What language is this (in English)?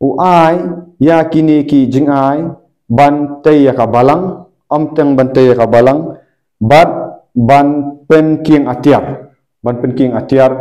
Khasi